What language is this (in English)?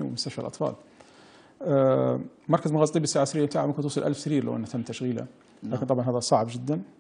Libyan Arabic